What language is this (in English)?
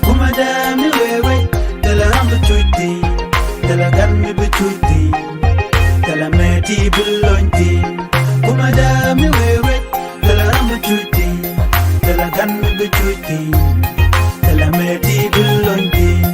Nuer